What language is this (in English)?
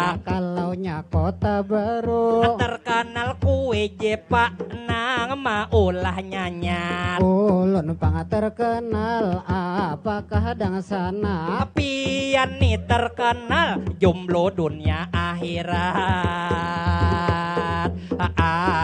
Banjar